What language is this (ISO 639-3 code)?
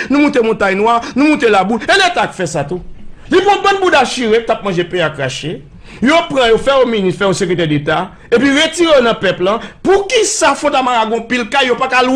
hat